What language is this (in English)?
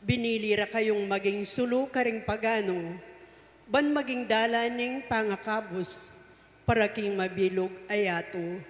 Pampanga